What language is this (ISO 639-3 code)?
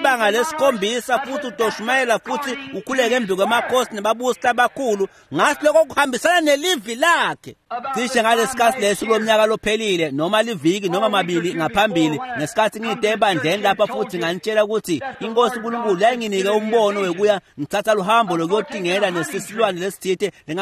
ssw